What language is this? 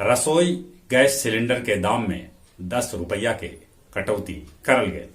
Magahi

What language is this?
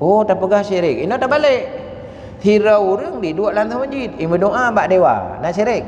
Achinese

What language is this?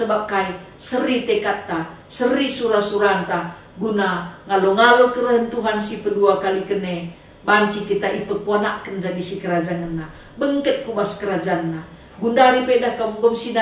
Batak Karo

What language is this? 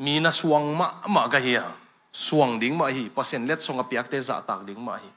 Tedim Chin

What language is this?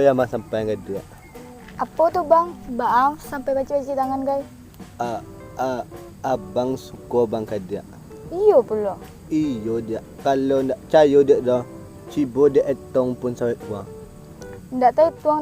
Minangkabau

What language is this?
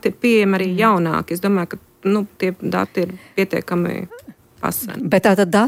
Latvian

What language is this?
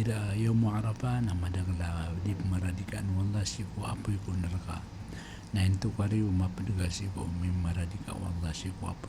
Maranao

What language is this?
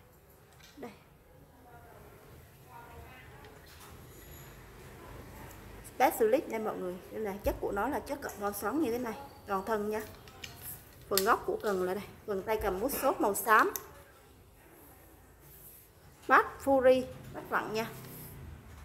Vietnamese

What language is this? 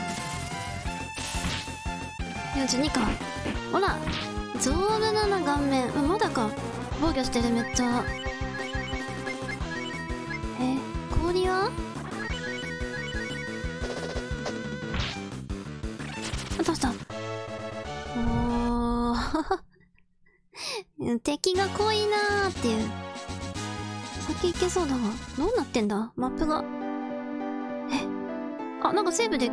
Japanese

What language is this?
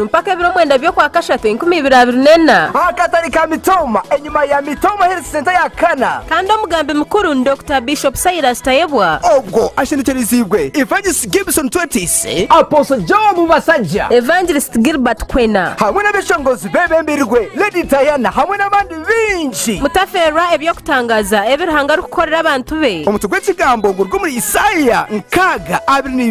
Nyankole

